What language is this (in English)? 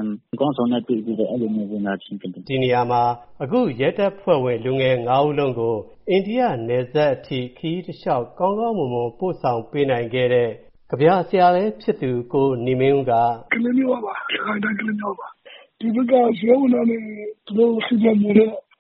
Burmese